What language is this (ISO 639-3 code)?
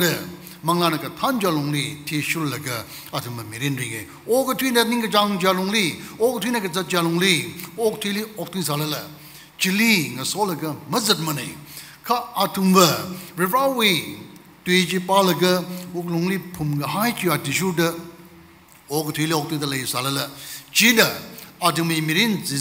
nmf